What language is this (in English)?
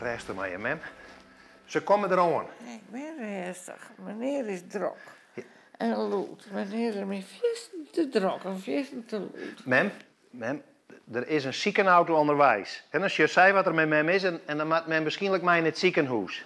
Western Frisian